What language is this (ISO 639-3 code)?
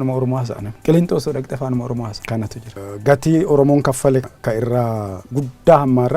orm